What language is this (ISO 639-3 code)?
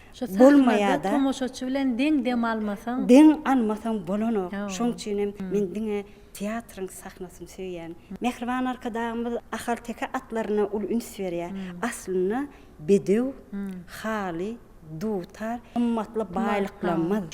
tuk